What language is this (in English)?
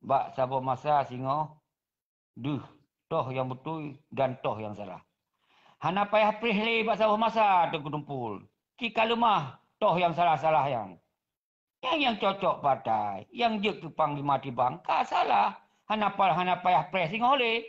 Achinese